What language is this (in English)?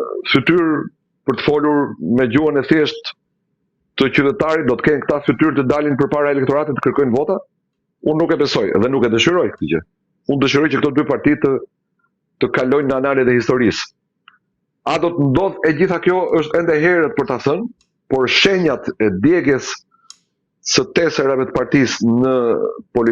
Albanian